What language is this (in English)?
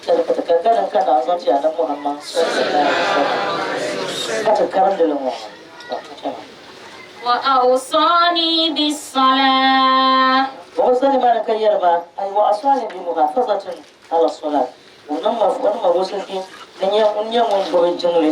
Dagbani